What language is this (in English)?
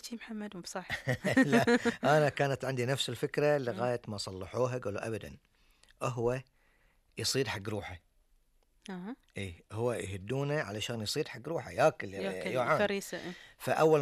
Gulf Arabic